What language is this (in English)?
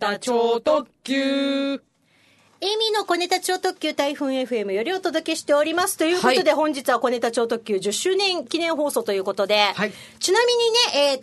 Japanese